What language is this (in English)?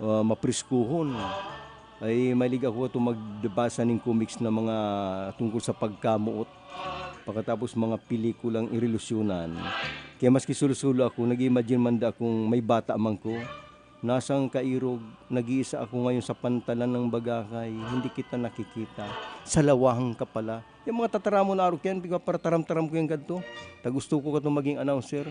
Bikol